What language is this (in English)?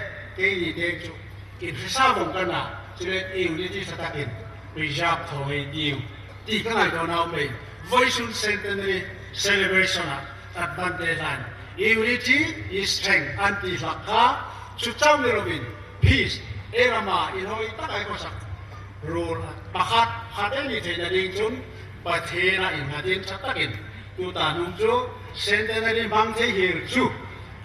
Hmar